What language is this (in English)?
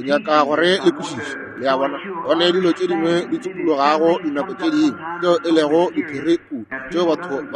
Northern Sotho